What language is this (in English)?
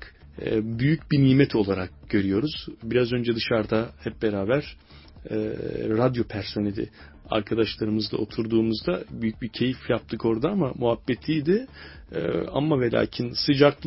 Turkish